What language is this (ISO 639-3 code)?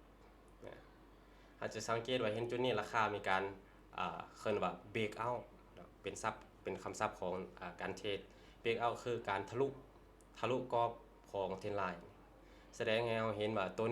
lao